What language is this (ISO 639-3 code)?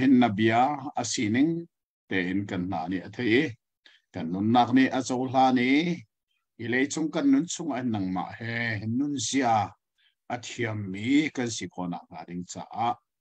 cnh